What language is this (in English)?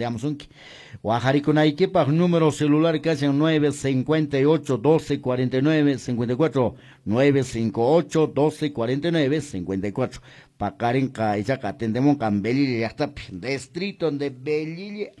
Quechua